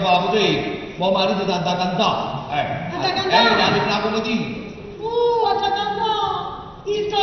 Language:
Neapolitan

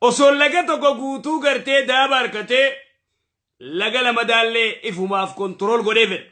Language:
Oromo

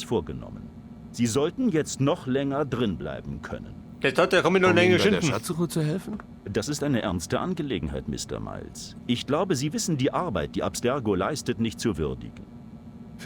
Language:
Bavarian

